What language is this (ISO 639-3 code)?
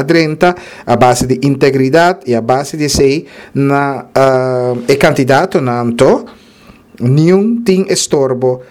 pap